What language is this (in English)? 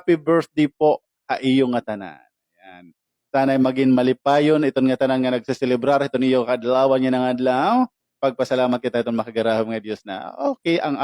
Waray